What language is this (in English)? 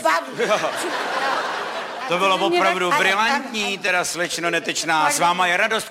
Czech